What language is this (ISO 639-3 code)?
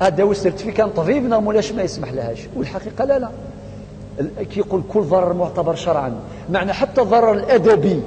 kab